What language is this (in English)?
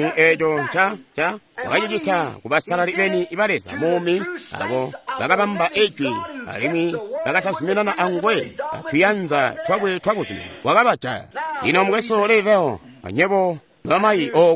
Tonga (Zambia)